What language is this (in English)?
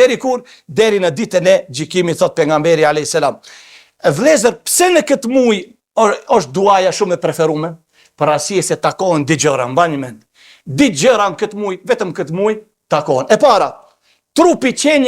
Albanian